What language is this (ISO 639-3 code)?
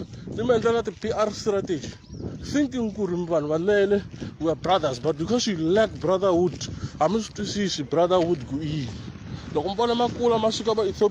tso